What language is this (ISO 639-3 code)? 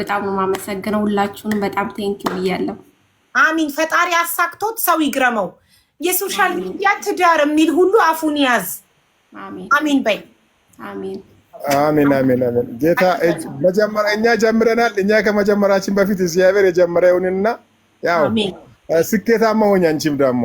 amh